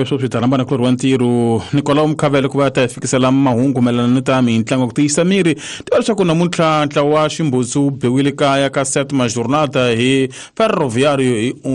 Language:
Tsonga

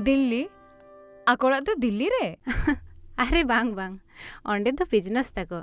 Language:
Santali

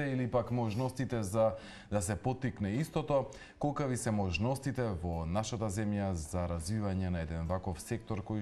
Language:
Macedonian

